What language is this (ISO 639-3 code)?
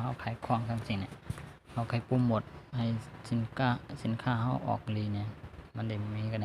shn